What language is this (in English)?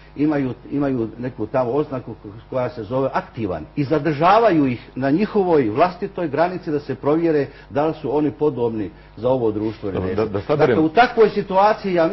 Bosnian